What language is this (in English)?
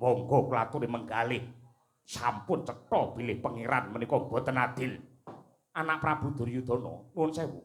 Javanese